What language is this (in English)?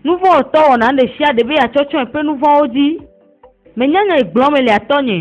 Ewe